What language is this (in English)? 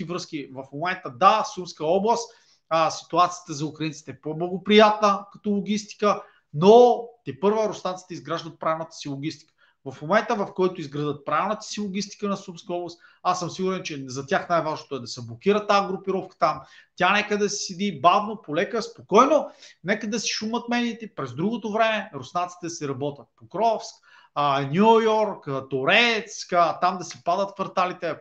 Bulgarian